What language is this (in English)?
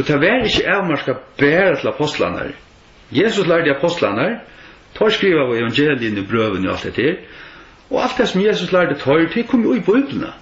Faroese